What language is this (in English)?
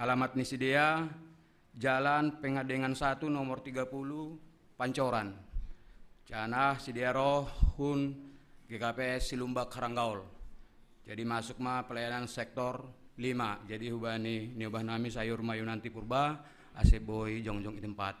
Batak Simalungun